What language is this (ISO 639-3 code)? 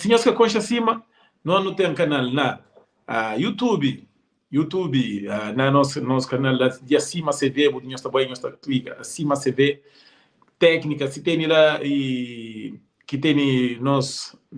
kea